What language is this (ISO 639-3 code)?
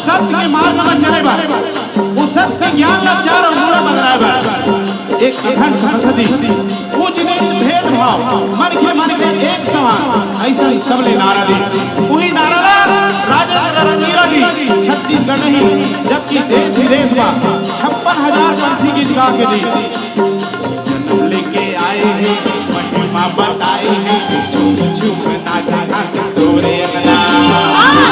hne